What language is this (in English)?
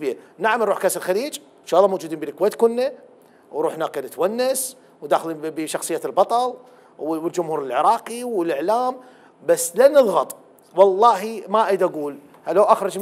Mesopotamian Arabic